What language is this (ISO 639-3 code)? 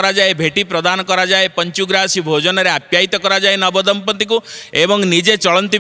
ori